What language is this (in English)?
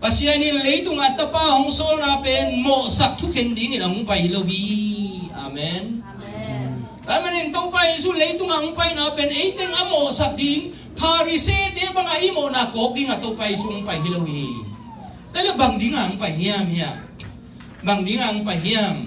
Tedim Chin